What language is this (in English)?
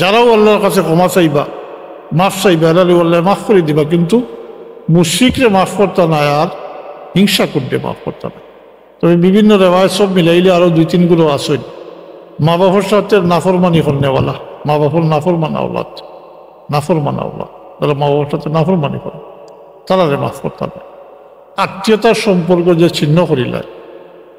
Sylheti